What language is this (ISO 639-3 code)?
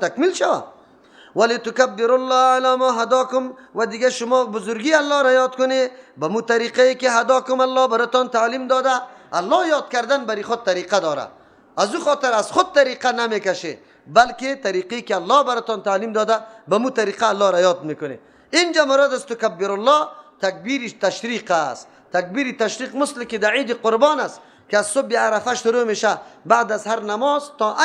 fas